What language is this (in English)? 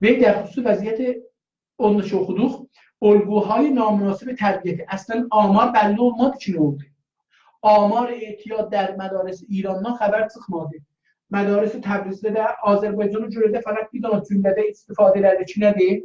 South Azerbaijani